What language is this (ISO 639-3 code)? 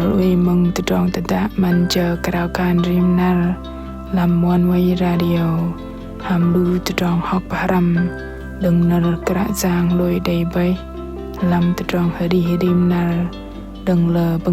bdq